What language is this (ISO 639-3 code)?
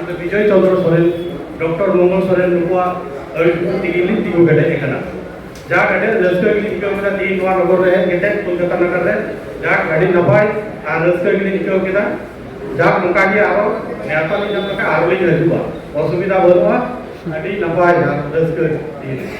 sat